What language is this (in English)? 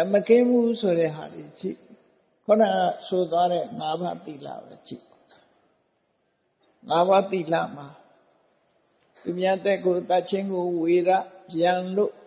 Burmese